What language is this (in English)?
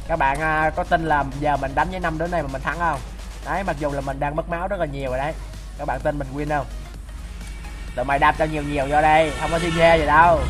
Vietnamese